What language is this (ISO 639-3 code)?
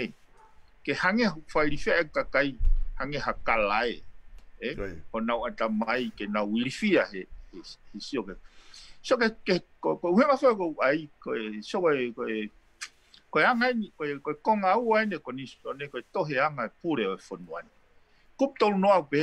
ton